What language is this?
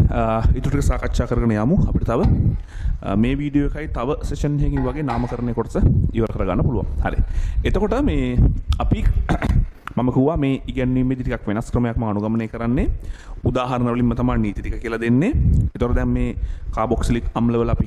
Sinhala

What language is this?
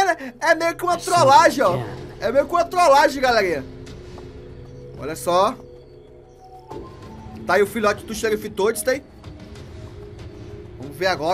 Portuguese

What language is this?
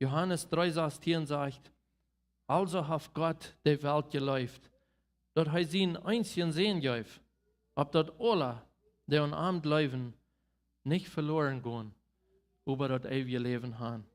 Plautdietsch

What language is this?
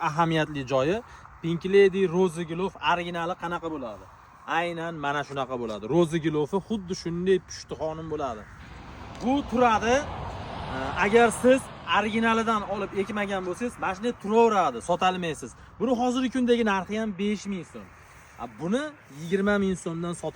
Uzbek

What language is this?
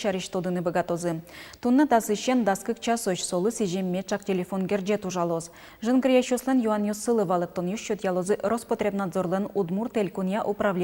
Udmurt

